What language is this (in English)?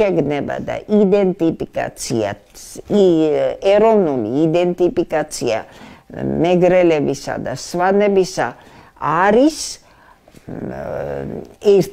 Georgian